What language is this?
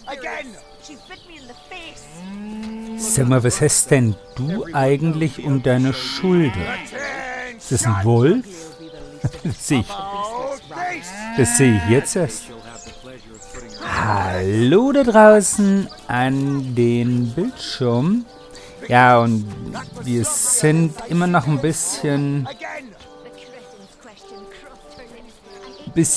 German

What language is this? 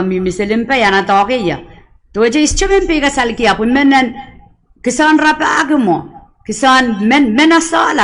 Pohnpeian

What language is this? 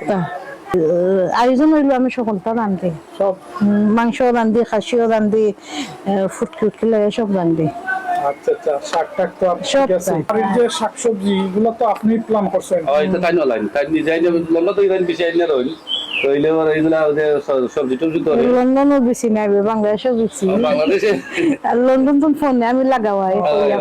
Sylheti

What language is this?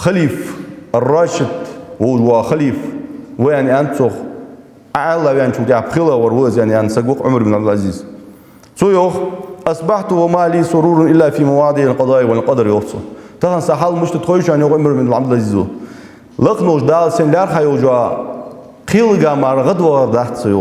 Ingush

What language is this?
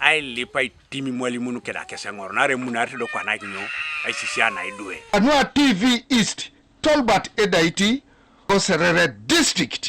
Teso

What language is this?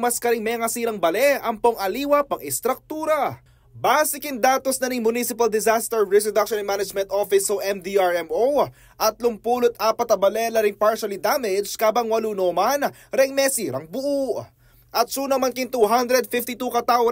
Pampanga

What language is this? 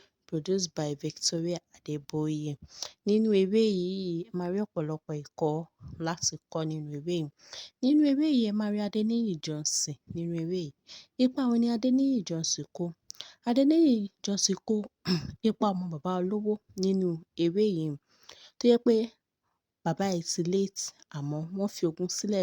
Yoruba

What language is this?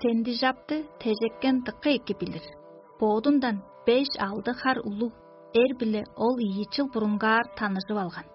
Tuvinian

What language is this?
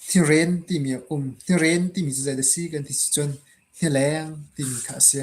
Hakha Chin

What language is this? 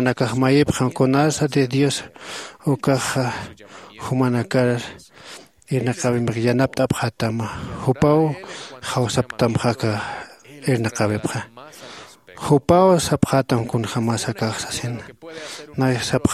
Aymara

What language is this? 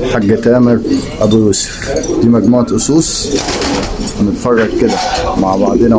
Egyptian Arabic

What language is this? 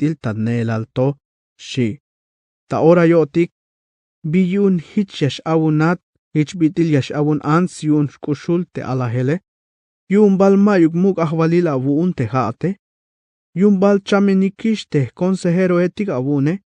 Tzeltal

